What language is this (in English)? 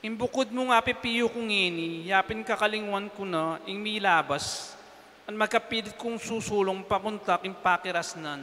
Pampanga